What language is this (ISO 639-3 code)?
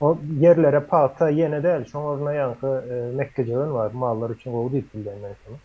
tuk